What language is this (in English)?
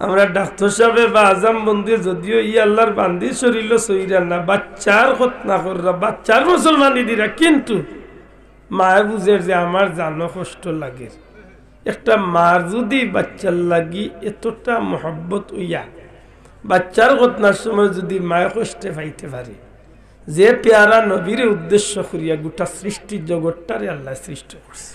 Sylheti